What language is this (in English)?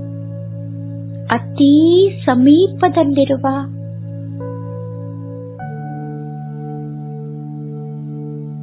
Kannada